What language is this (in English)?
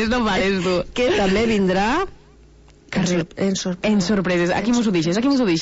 Catalan